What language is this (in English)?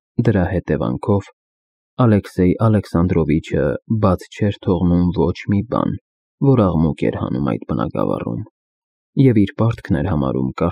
Armenian